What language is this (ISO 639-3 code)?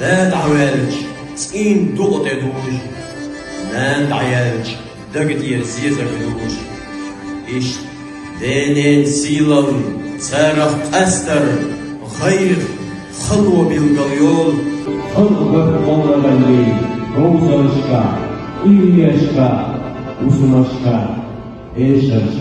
che